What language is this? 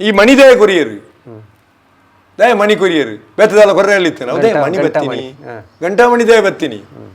Tulu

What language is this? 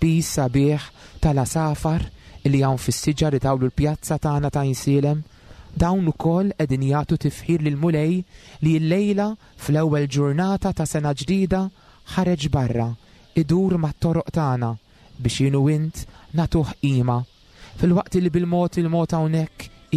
Maltese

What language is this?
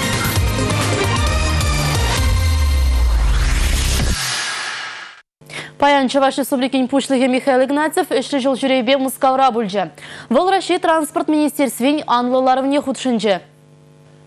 Chuvash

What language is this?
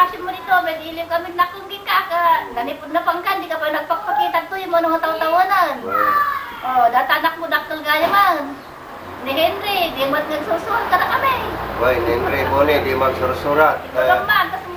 Iloko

